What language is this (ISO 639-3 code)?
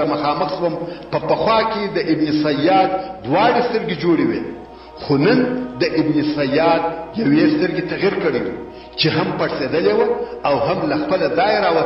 pus